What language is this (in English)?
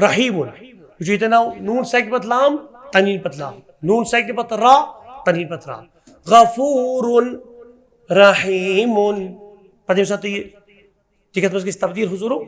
Kashmiri